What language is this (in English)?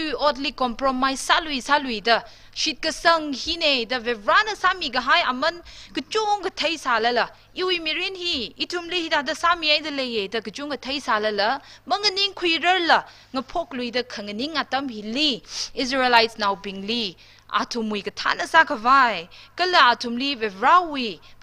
Tangkhul Naga (India)